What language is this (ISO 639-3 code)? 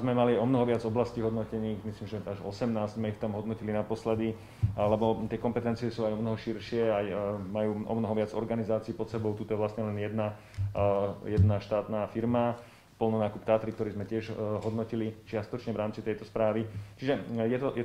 slk